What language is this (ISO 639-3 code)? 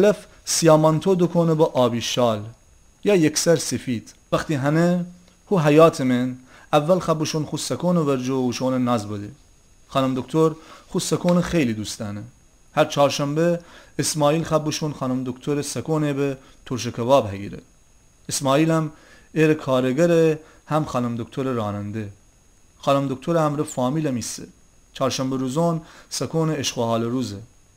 glk